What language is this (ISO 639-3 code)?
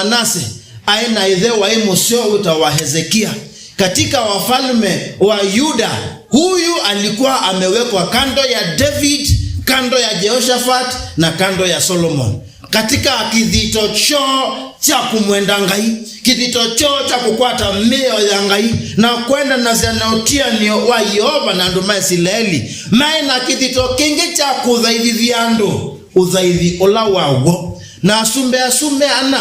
kam